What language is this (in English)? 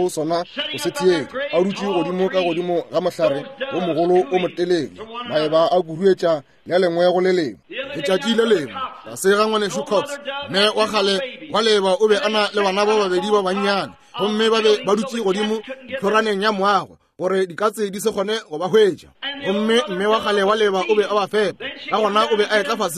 Northern Sotho